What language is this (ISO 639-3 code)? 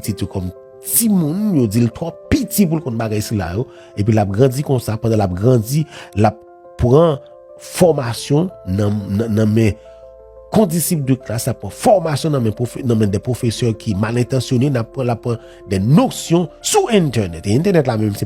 hat